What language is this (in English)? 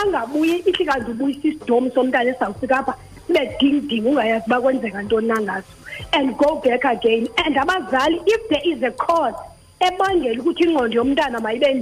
Xhosa